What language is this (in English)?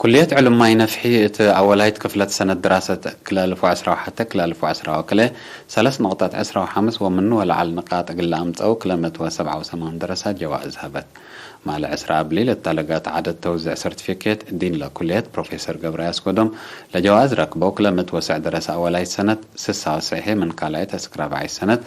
Tigre